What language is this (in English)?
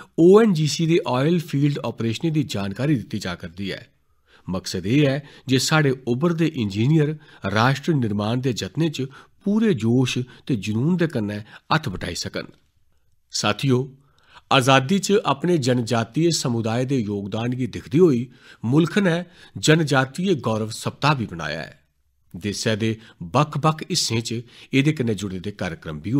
Dogri